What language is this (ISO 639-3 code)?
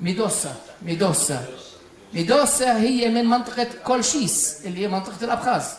apc